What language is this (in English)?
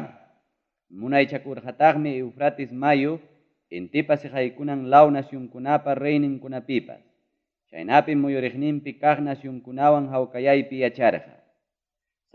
Ayacucho Quechua